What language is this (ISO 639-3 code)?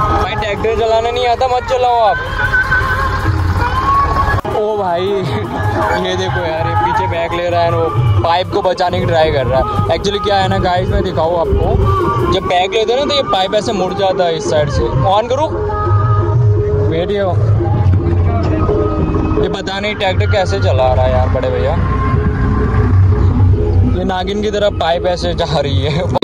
hin